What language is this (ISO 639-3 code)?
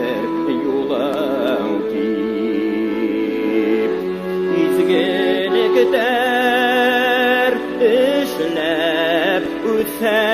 bak